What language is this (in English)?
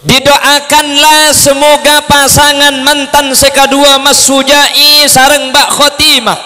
Madurese